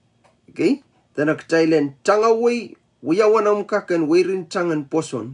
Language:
Pohnpeian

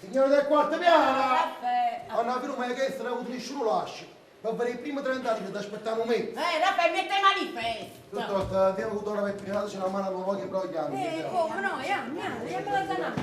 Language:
Neapolitan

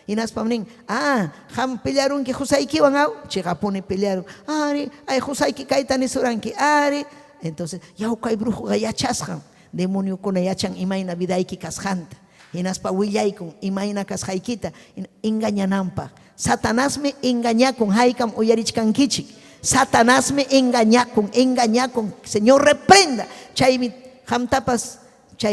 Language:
Ayacucho Quechua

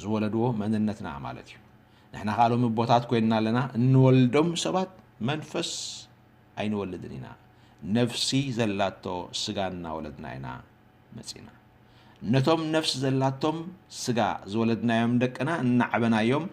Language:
Tigrinya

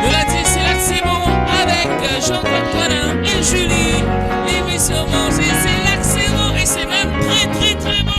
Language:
Réunion Creole French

